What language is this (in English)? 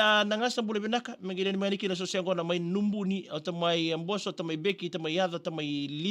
Fijian